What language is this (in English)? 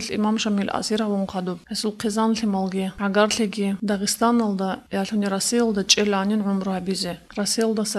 Avaric